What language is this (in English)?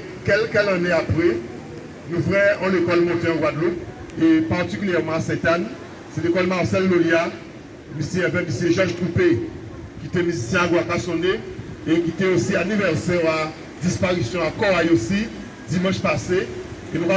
Guadeloupean Creole French